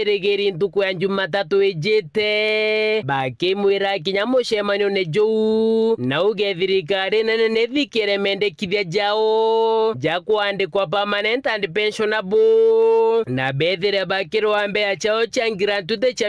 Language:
Meru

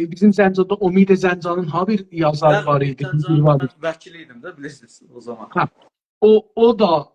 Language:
South Azerbaijani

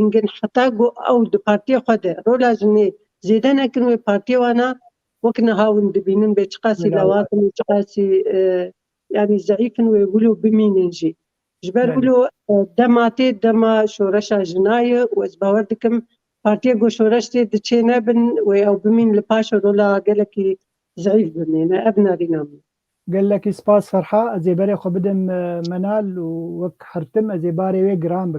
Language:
Kurdish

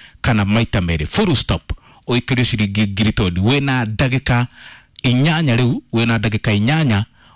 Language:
Kikuyu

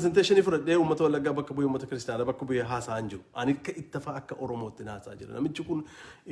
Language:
Oromo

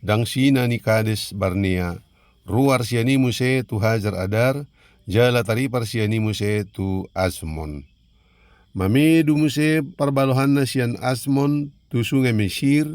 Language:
Batak Toba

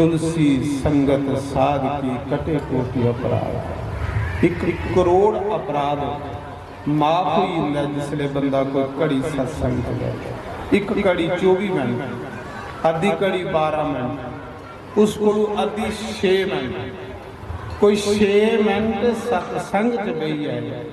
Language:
Dogri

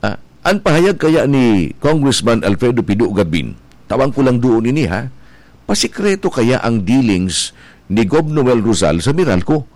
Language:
Bikol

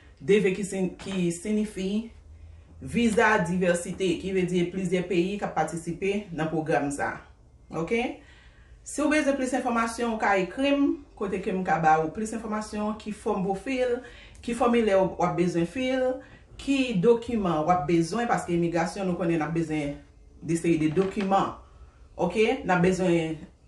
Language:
Haitian Creole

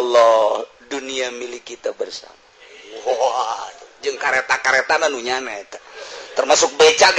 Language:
Sundanese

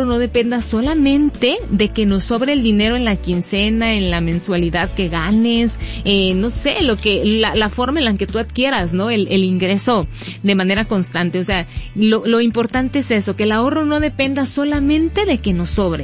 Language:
Spanish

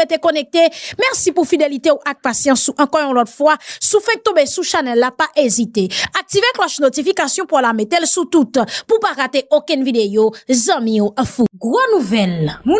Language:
Haitian Creole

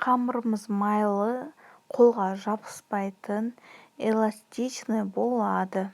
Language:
Kazakh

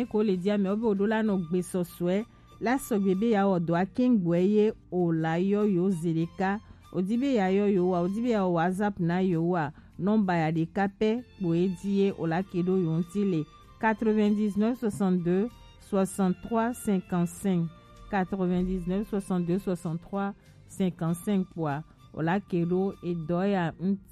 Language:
Gen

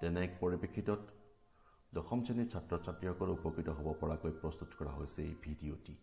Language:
Assamese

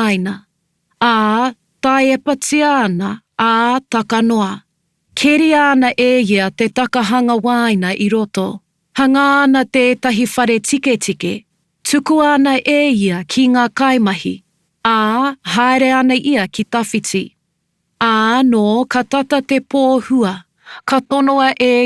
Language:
Māori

